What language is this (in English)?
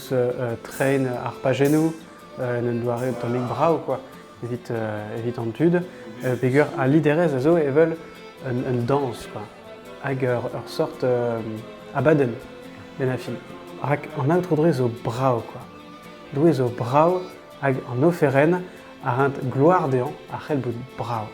Breton